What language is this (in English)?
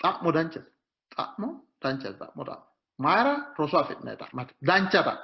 Sidamo